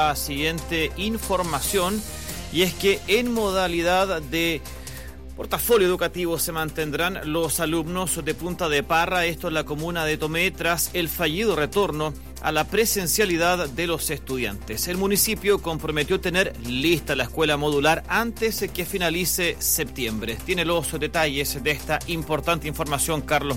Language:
Spanish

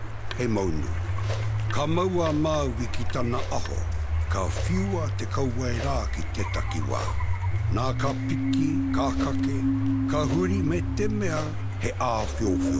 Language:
Māori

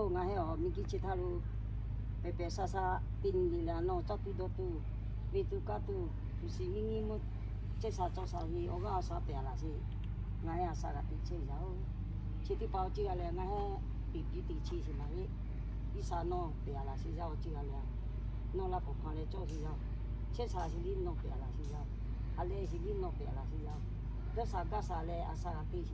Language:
Lahu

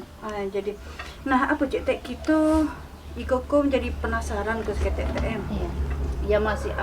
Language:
Minangkabau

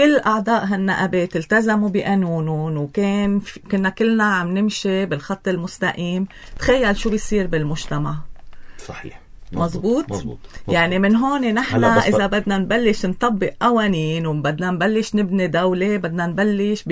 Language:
North Levantine Arabic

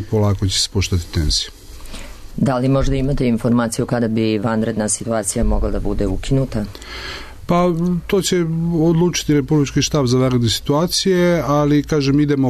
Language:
Serbian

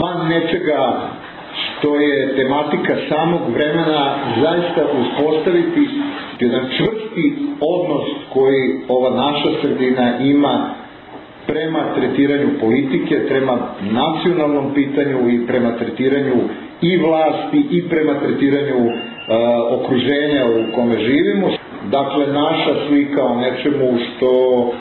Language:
Serbian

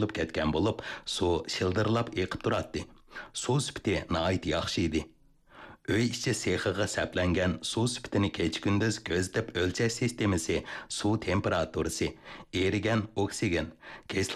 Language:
Uyghur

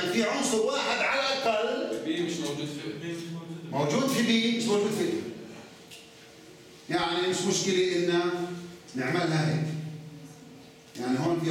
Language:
South Levantine Arabic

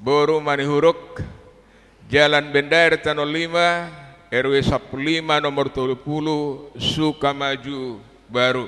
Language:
Batak Toba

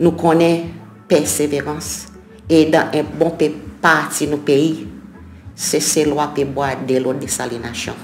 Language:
Seselwa Creole French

